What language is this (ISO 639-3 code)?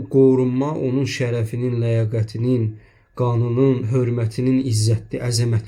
aze